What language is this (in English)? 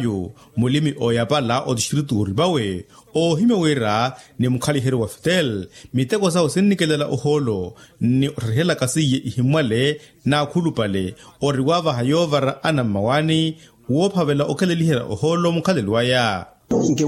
Makhuwa